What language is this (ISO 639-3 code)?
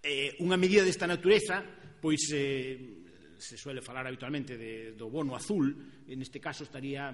glg